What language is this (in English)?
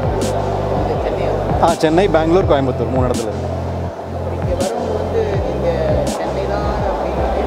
Tamil